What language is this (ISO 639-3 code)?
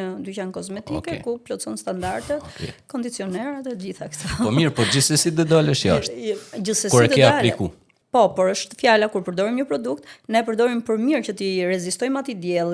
sqi